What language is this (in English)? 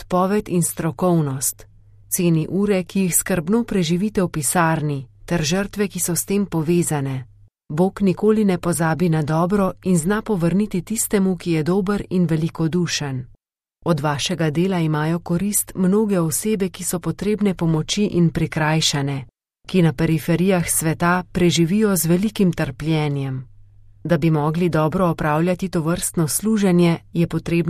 Slovenian